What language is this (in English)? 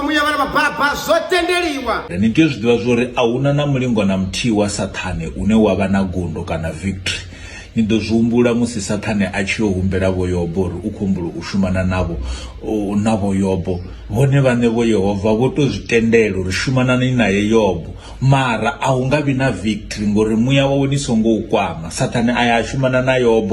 Venda